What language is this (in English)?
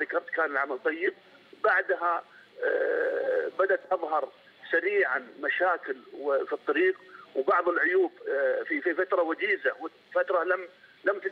Arabic